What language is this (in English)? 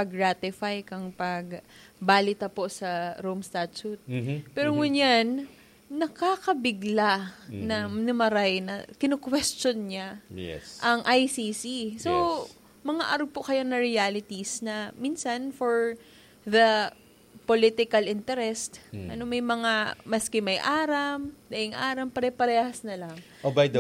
Bikol